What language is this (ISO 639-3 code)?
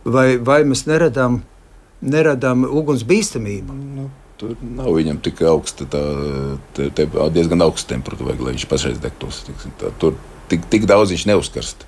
lav